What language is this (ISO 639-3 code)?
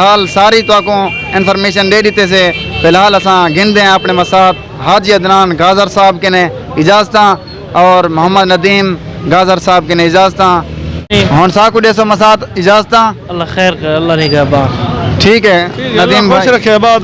skr